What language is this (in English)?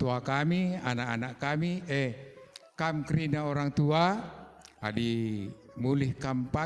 Batak Karo